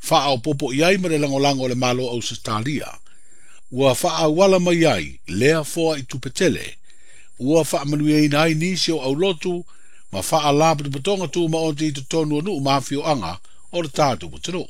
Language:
Samoan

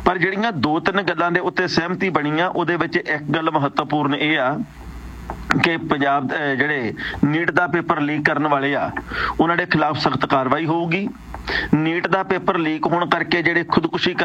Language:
Punjabi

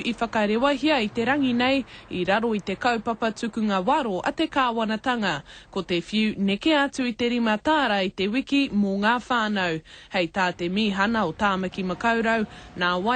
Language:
Māori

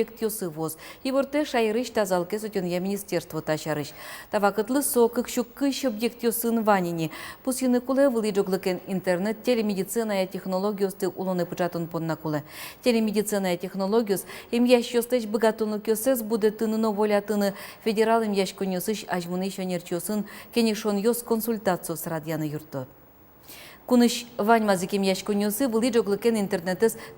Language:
Udmurt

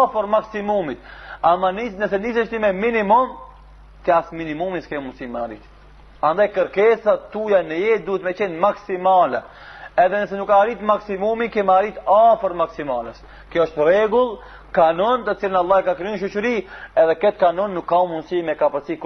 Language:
Albanian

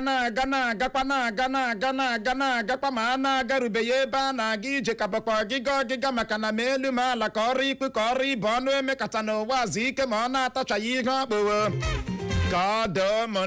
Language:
Igbo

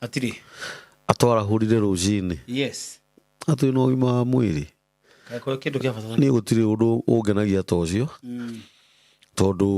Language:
Kikuyu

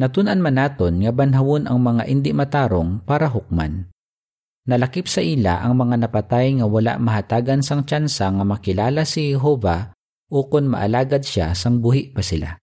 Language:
Hiligaynon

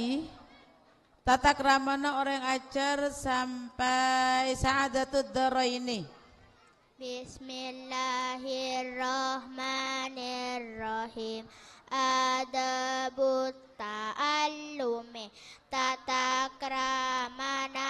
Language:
Madurese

